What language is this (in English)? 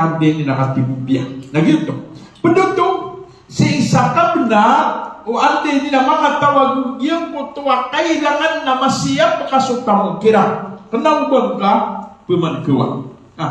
Maranao